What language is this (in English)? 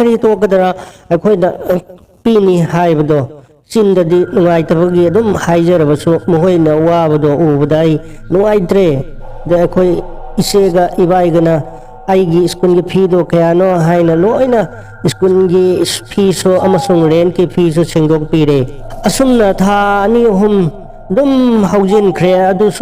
Manipuri